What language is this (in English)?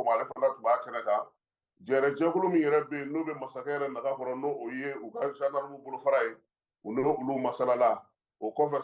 Bambara